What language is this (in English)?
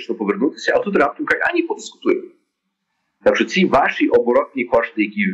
Ukrainian